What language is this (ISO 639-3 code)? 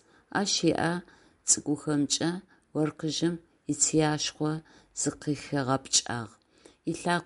ady